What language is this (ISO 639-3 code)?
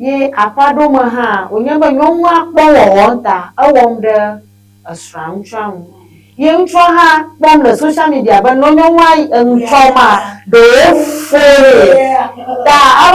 ewe